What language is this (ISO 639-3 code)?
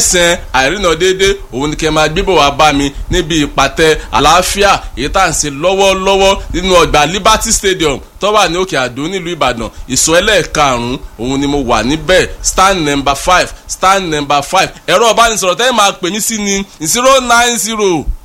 yor